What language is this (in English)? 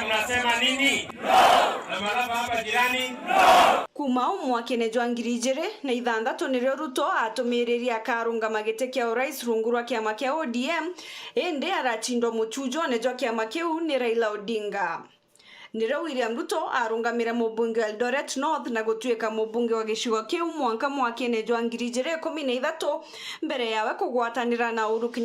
Meru